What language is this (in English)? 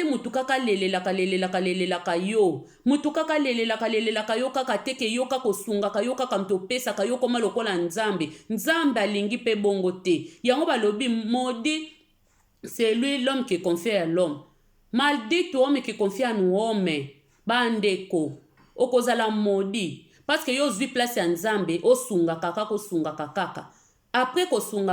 Lingala